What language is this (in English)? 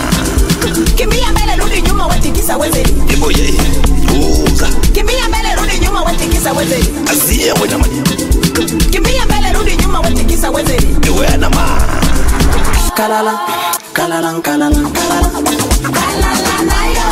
Swahili